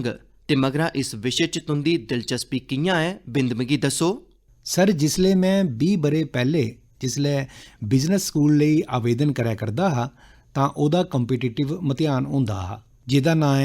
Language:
Dogri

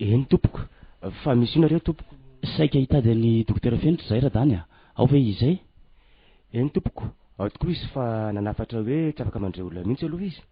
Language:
Malagasy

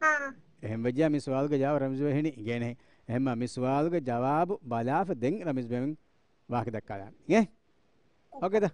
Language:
Divehi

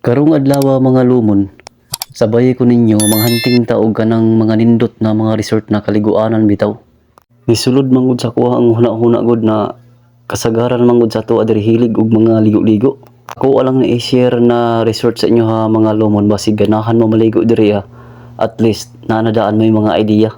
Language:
Cebuano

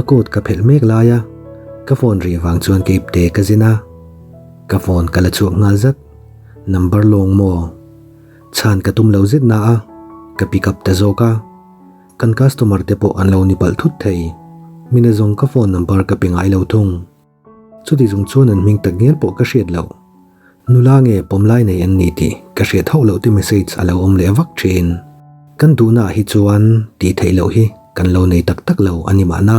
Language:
Mizo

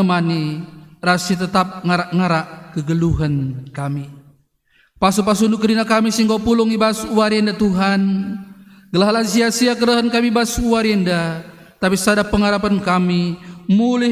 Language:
Batak Karo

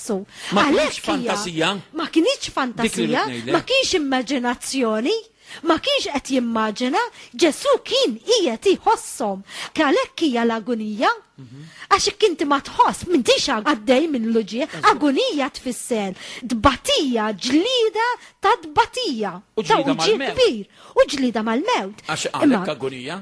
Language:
Maltese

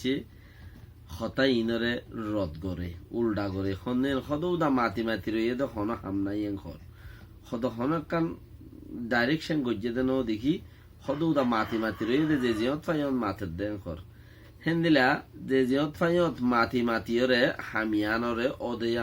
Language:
Rohingya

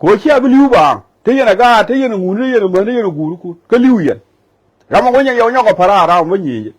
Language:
Nuer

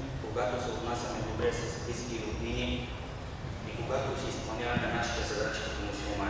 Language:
Bulgarian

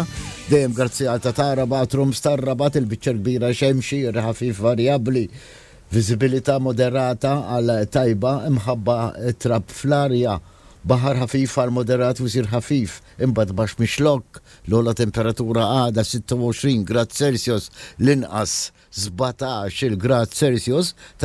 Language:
Maltese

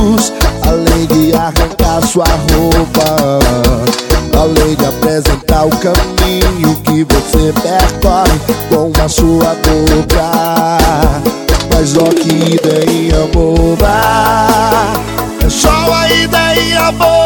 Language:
Portuguese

